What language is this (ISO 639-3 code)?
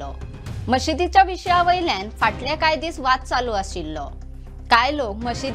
kok